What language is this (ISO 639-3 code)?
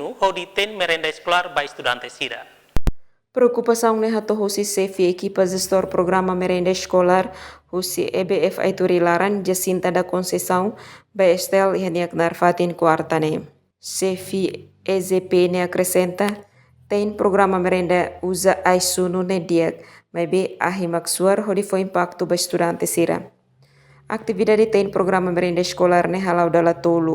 tet